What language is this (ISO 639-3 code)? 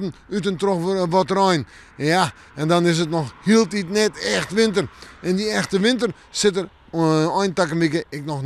fry